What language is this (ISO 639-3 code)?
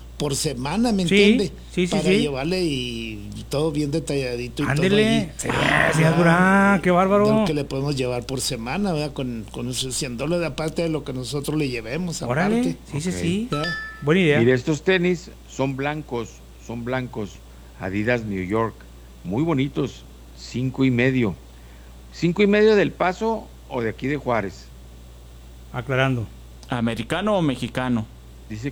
spa